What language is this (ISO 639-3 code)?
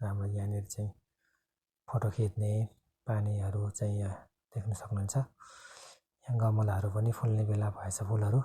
nep